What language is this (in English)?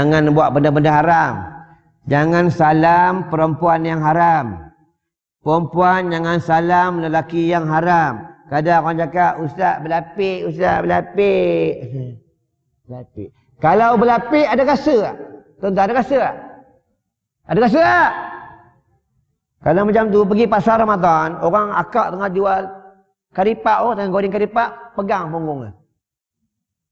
Malay